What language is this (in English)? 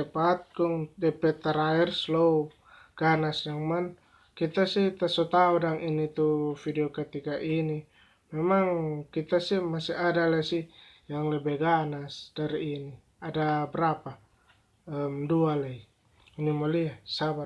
Manado Malay